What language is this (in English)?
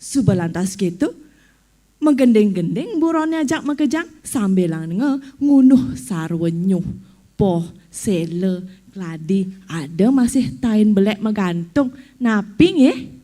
Balinese